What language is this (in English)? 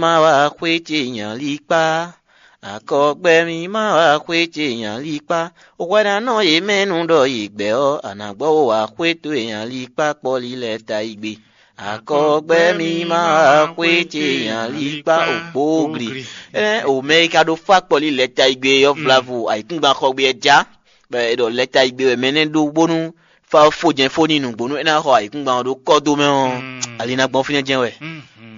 Fon